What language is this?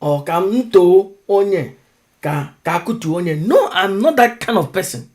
Igbo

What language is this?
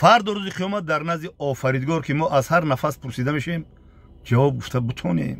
Tajik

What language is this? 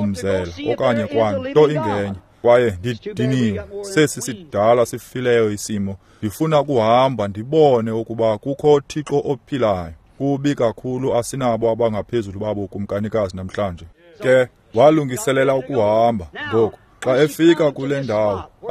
Xhosa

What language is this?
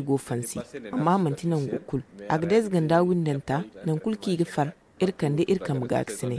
Zarma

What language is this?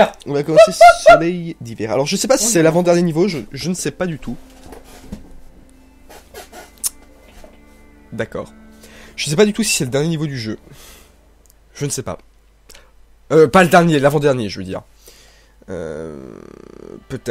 French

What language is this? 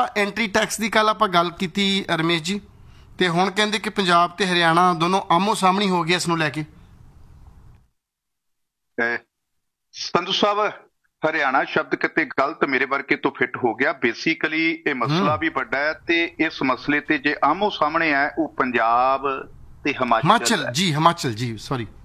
Punjabi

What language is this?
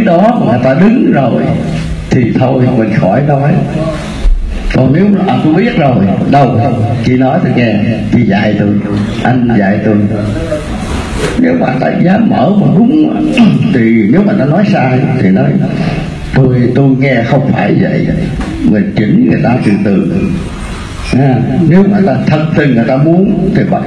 Vietnamese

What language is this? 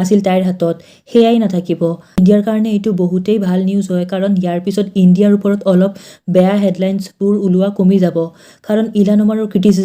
Assamese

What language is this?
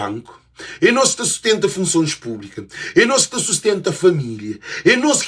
Kabuverdianu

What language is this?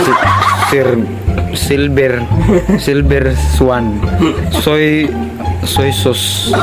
Cebuano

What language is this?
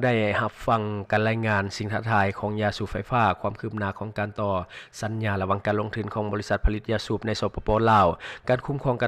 Lao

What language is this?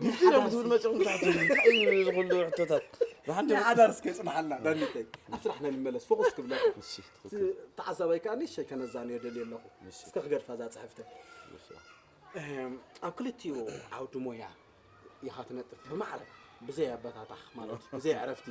Tigrinya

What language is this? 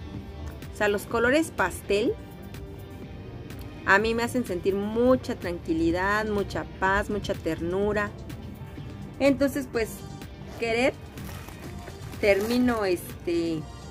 Spanish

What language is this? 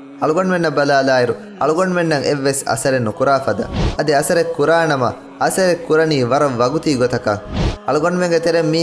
Divehi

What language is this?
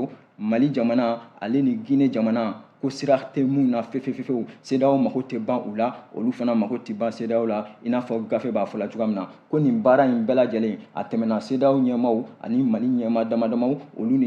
Bambara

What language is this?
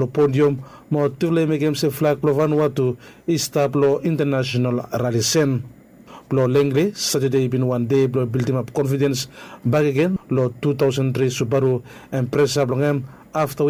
Bislama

